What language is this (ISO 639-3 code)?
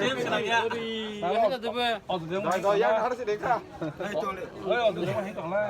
trp